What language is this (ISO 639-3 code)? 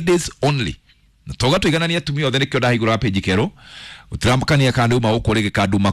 kik